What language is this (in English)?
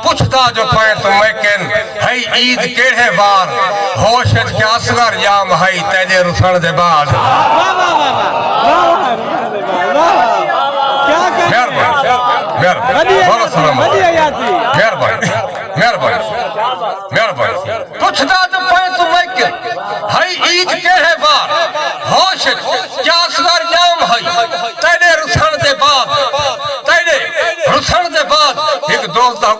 Saraiki